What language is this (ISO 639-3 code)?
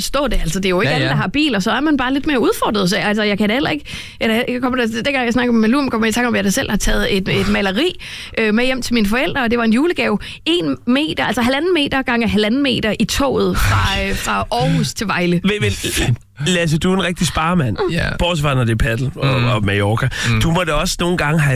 dan